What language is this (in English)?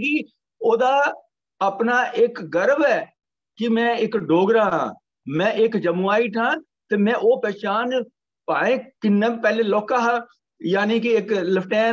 Dogri